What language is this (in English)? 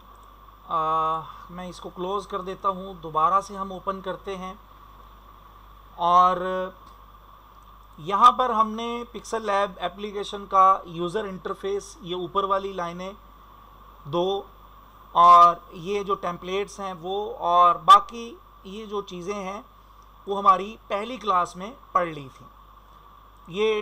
Hindi